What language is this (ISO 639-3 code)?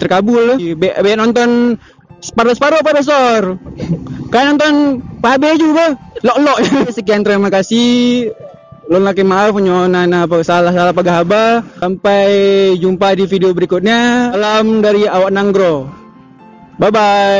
ace